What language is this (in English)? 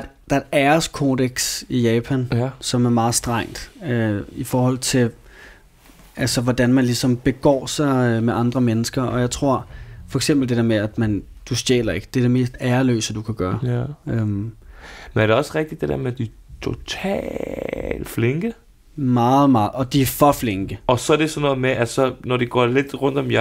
Danish